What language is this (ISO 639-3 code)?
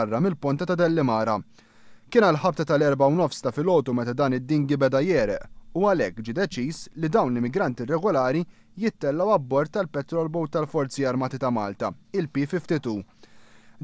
mlt